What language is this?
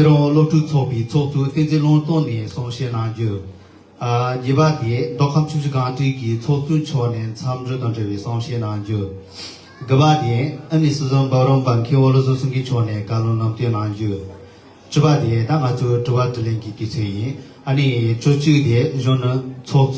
Tibetan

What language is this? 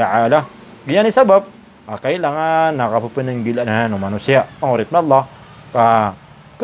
Maranao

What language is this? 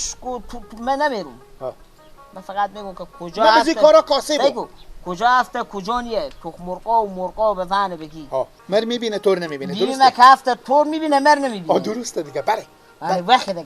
Persian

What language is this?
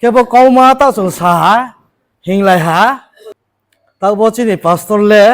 Riang (India)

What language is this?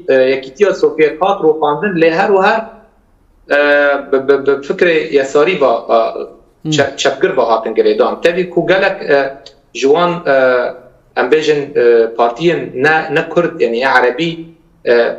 Kurdish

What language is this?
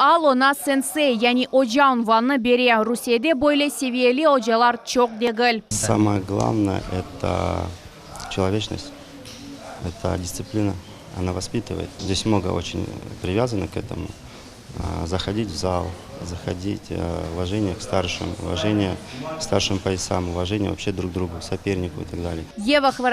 Crimean Tatar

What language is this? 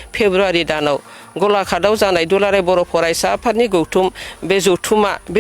Bodo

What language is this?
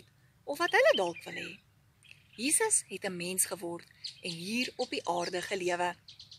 Afrikaans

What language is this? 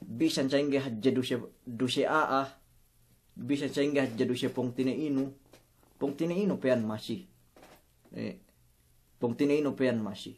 Yakan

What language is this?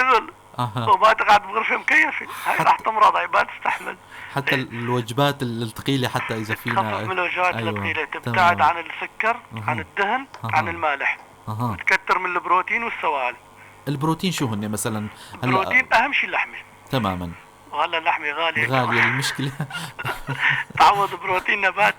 North Levantine Arabic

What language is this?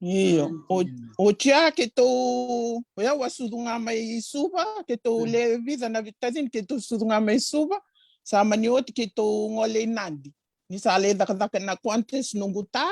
Fijian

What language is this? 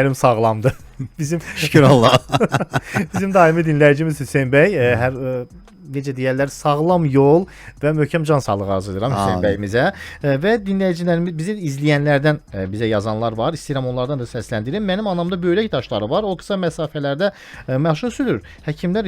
Azerbaijani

